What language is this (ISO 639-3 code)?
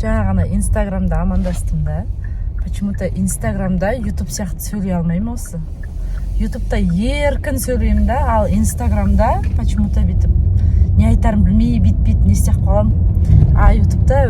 kaz